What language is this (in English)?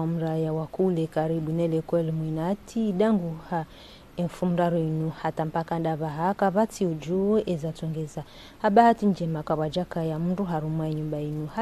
Ngazidja Comorian